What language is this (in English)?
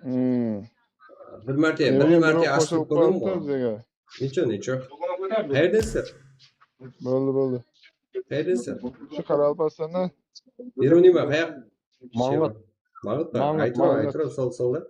Kara-Kalpak